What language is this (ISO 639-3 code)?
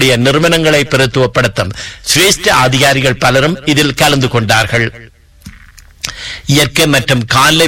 tam